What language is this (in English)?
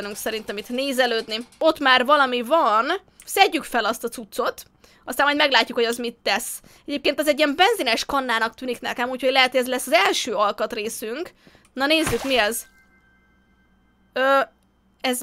Hungarian